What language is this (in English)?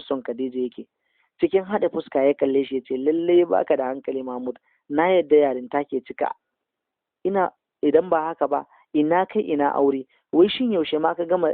Hausa